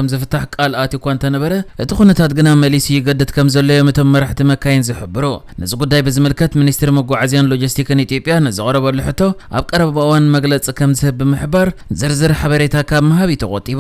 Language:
Tigrinya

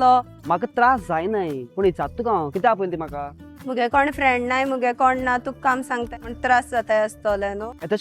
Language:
Konkani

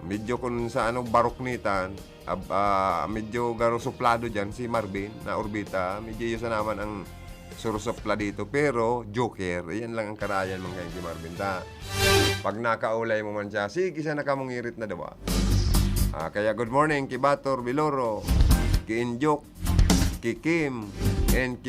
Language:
Bikol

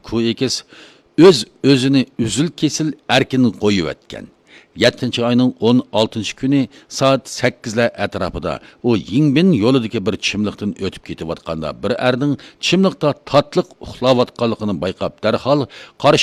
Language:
Uyghur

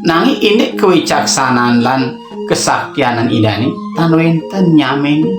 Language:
Balinese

